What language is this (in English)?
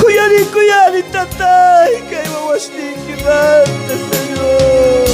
South Bolivian Quechua